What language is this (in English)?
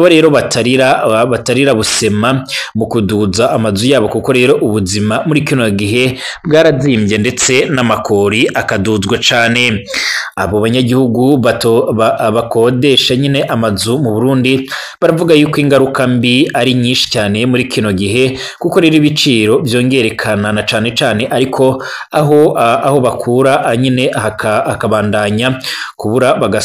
Rundi